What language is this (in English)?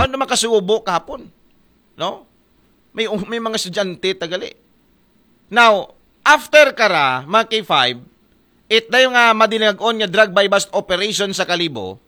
Aklanon